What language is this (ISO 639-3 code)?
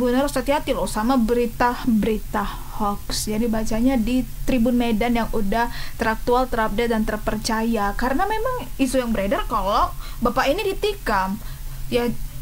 ind